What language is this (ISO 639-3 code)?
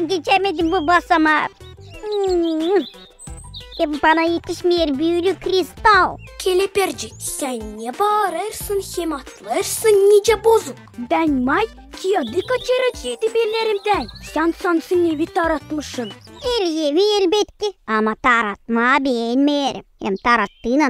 gag